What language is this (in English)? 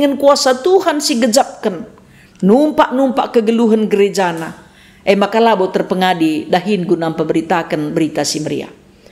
Batak Karo